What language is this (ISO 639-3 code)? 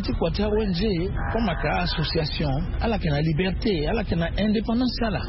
sag